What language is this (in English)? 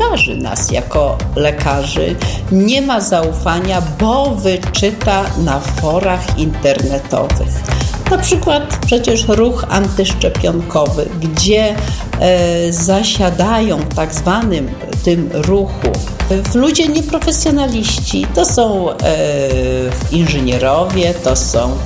Polish